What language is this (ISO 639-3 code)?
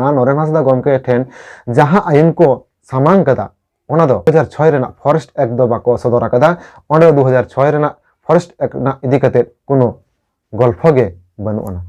sat